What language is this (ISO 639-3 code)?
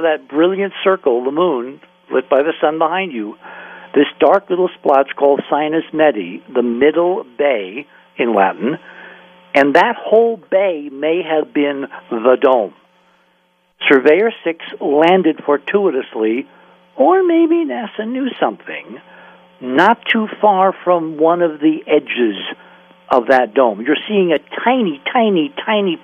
eng